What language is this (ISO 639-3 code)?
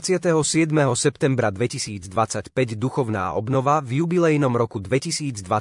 slk